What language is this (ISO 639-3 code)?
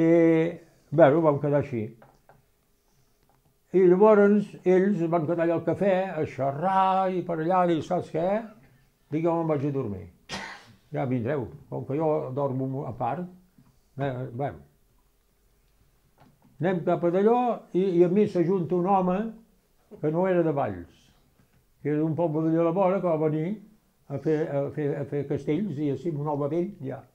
cat